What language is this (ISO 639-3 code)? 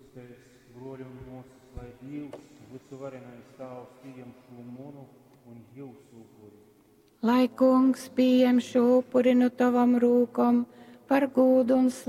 ltg